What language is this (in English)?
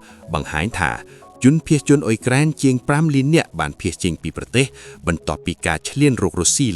Khmer